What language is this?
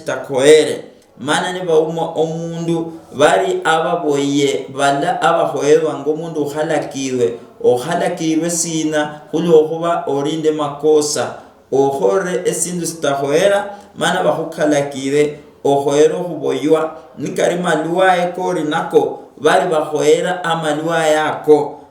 Luyia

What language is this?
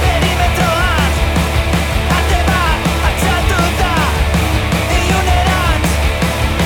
Basque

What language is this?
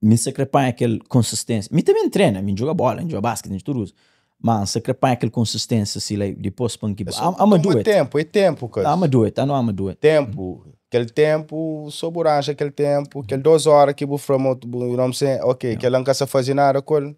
Kabuverdianu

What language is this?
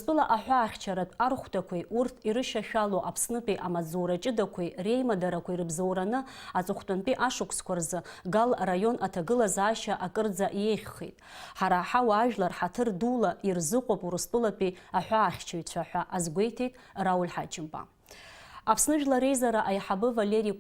Abkhazian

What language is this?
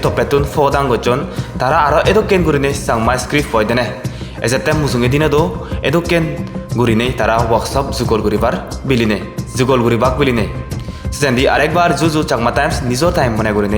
Chakma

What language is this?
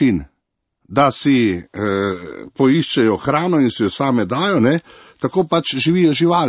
Slovenian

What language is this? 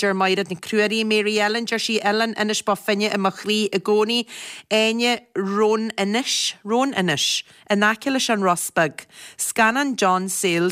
Irish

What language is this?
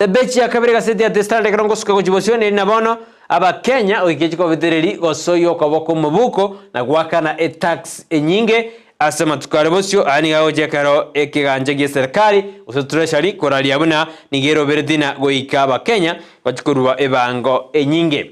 Gusii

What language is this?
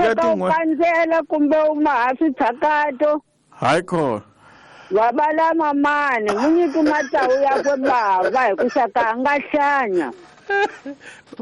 Tsonga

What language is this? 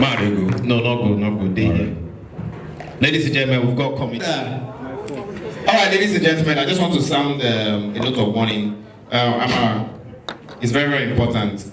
Nigerian Pidgin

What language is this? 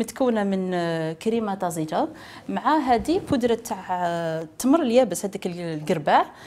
Algerian Arabic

